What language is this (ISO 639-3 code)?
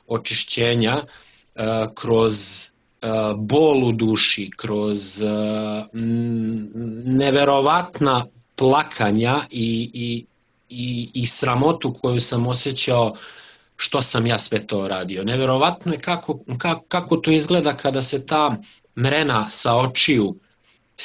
srp